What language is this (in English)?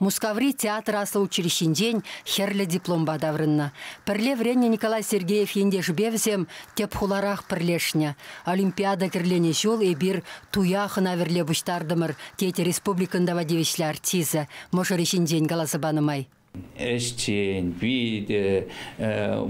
Chuvash